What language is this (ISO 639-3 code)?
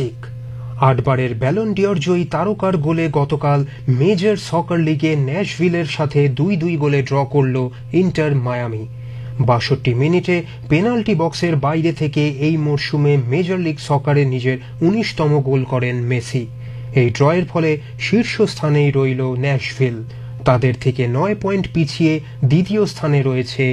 ben